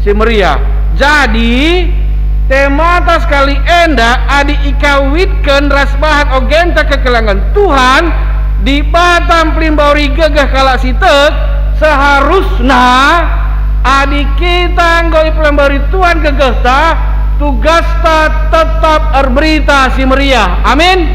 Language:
Batak Karo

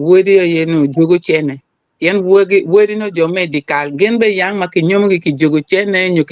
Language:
Acoli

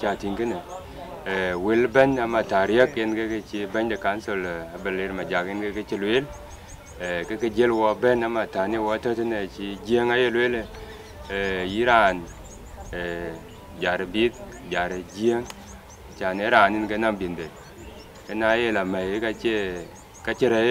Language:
Dinka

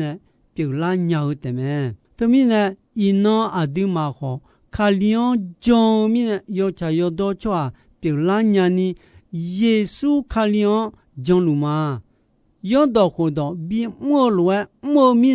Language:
Akha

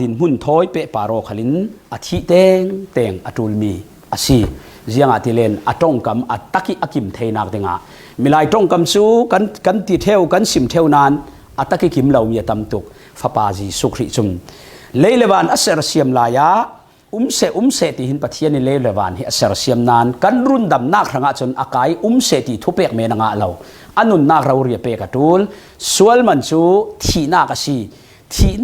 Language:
Falam Chin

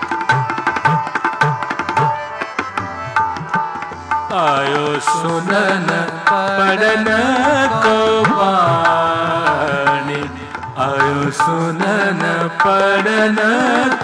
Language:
Hindi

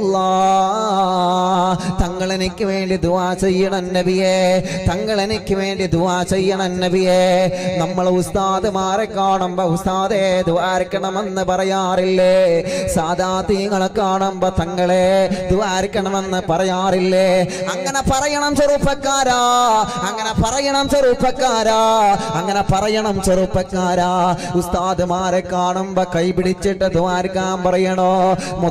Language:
Malayalam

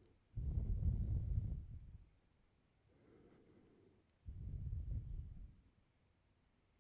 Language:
Danish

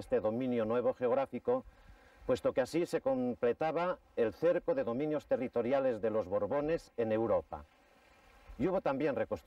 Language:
Spanish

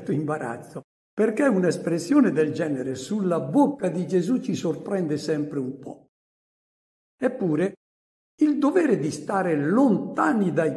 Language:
Italian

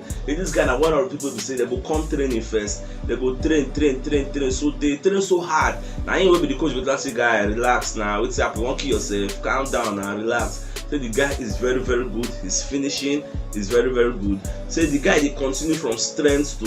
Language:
Nigerian Pidgin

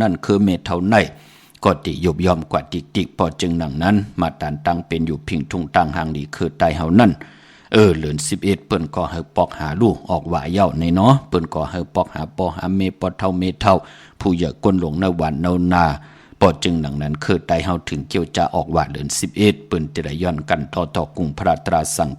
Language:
Shan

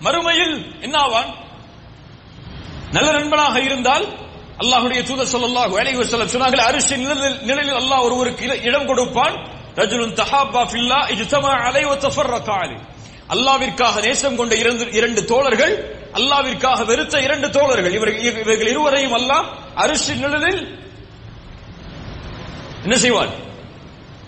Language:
Tamil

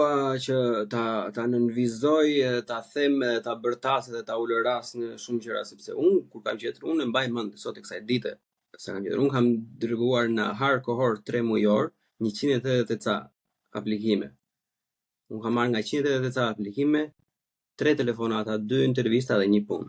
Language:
Albanian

